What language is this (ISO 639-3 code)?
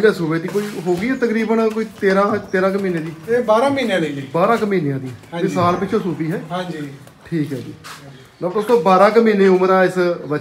pan